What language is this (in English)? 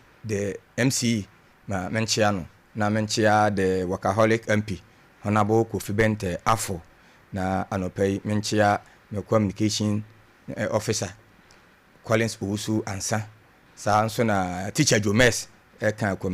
Akan